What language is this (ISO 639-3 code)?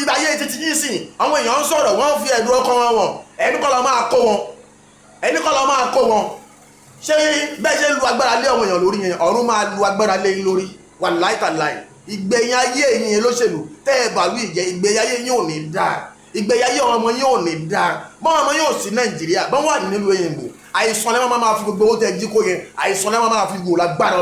yor